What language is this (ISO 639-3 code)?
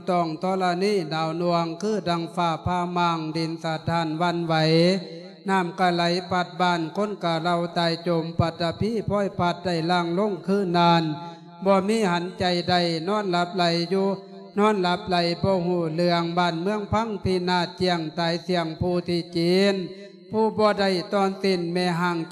lao